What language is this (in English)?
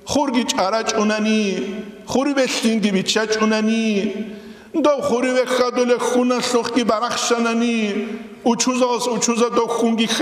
Avaric